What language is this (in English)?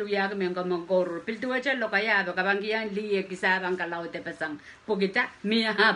Pohnpeian